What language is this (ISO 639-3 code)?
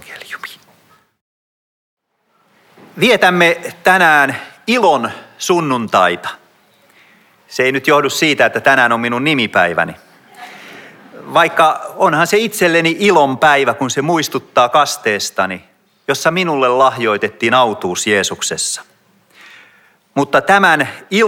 fin